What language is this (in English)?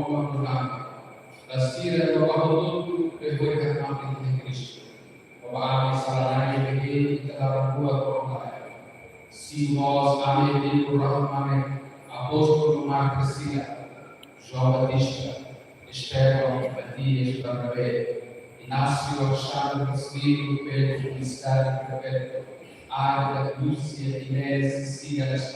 Tetum